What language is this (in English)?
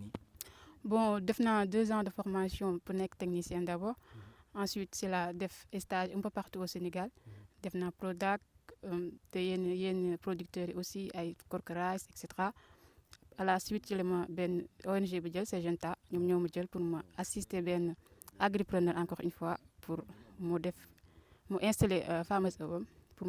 Wolof